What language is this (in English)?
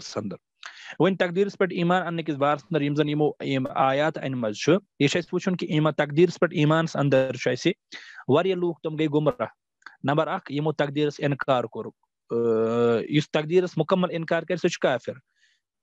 Kashmiri